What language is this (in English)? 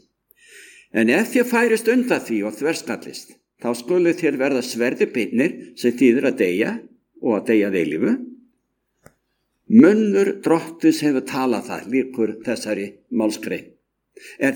Icelandic